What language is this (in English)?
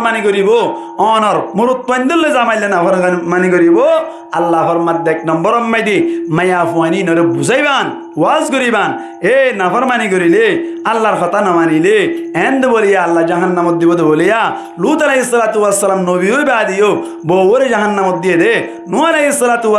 Rohingya